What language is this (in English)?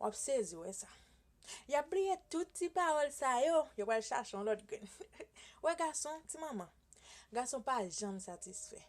Haitian Creole